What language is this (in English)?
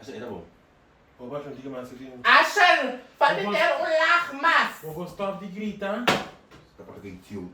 Papiamento